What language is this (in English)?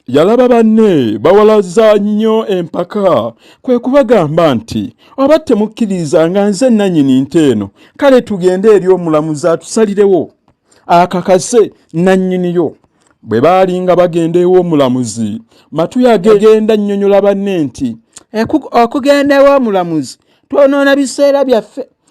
Ganda